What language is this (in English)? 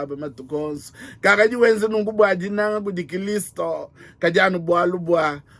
Luba-Lulua